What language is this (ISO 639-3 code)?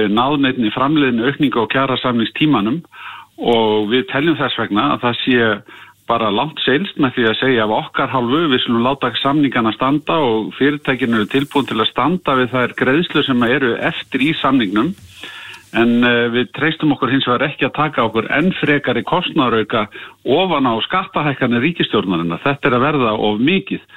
isl